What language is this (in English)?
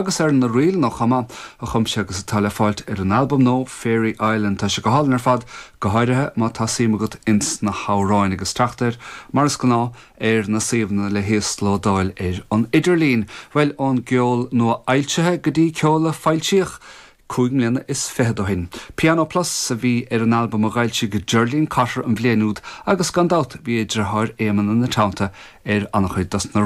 Irish